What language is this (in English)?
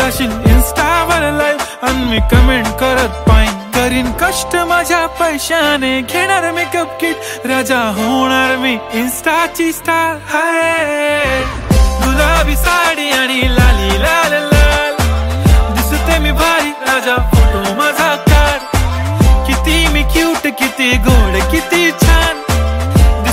Marathi